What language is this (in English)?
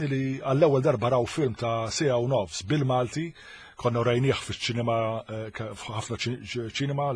Maltese